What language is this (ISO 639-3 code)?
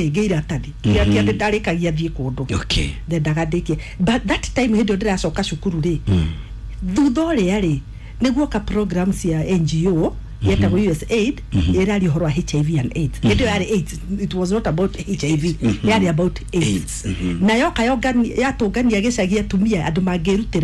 kik